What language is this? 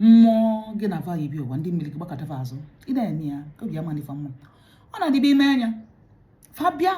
Igbo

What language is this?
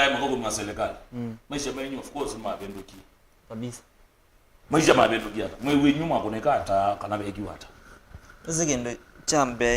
Kamba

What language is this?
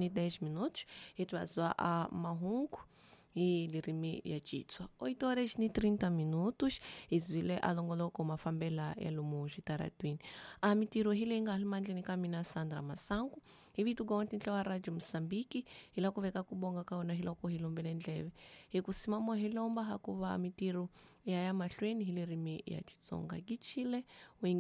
Tsonga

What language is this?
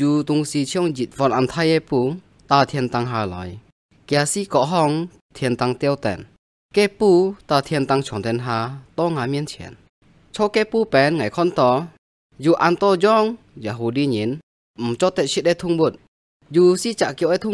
Hakka Chinese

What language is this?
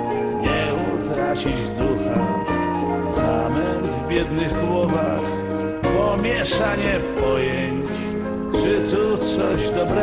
Polish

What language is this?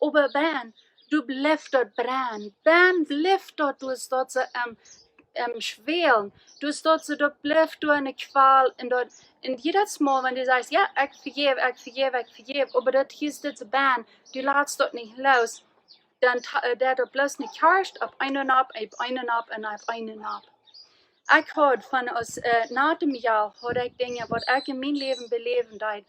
Plautdietsch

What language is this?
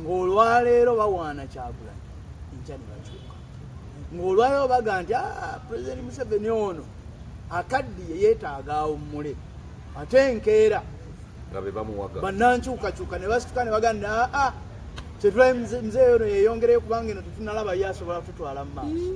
Ganda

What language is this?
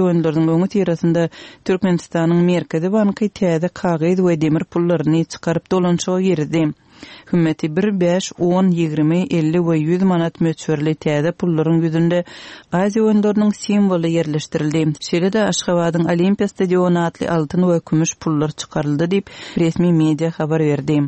Turkmen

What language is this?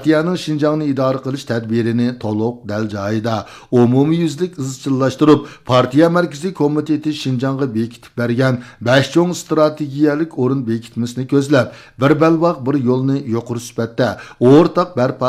Uyghur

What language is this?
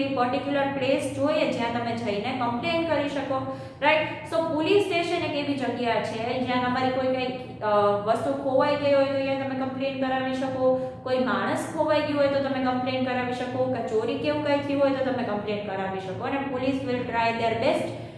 Gujarati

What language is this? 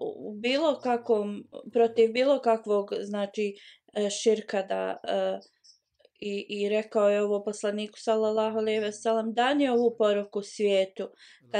Bosnian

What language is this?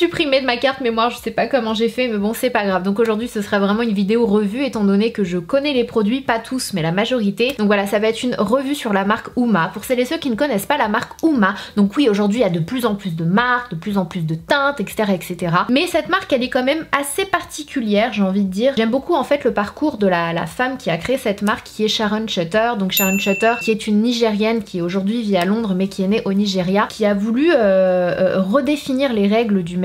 French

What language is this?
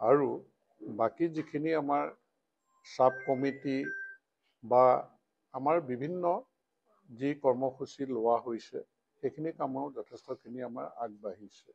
Assamese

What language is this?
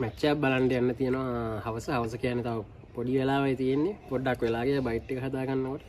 Sinhala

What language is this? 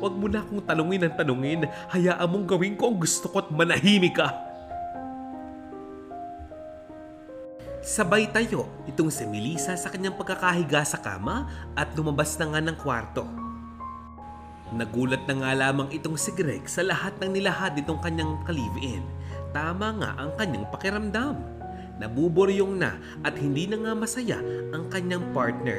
Filipino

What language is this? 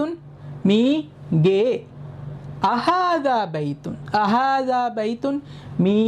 Divehi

